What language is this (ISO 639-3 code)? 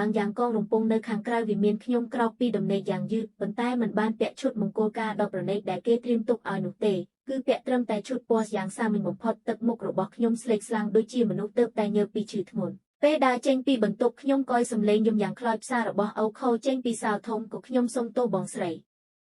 khm